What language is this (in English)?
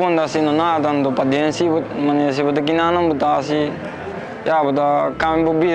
Papiamento